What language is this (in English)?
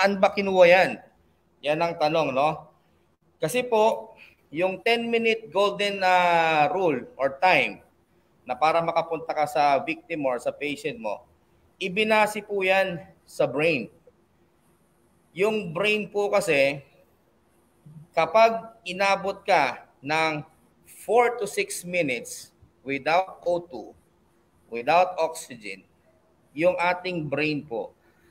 Filipino